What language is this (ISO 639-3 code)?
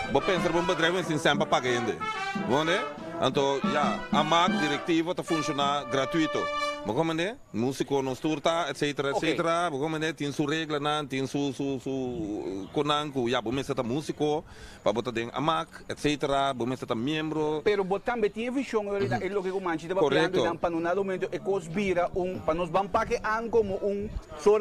pap